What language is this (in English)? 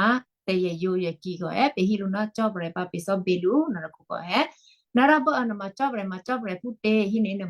Western Kayah